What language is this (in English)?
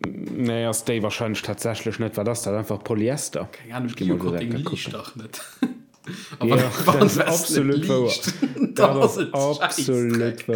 Luxembourgish